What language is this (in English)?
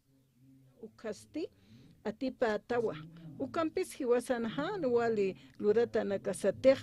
Aymara